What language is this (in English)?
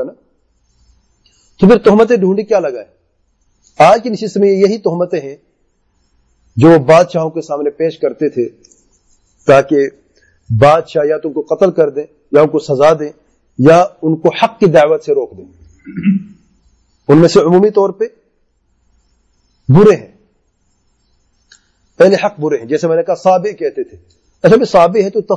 Urdu